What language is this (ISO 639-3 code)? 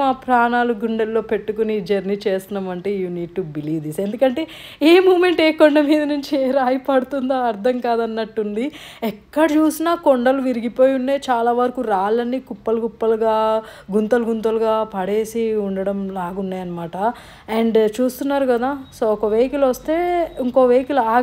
tel